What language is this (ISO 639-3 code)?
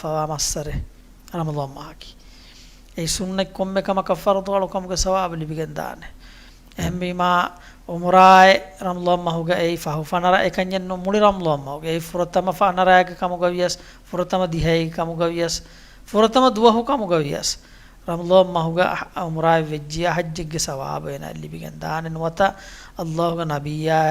div